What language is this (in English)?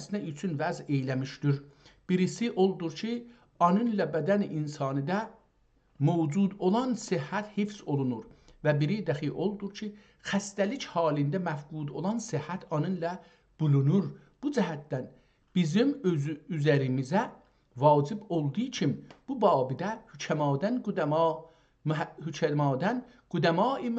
South Azerbaijani